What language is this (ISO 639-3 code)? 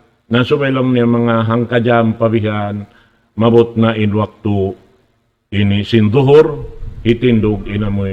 tsg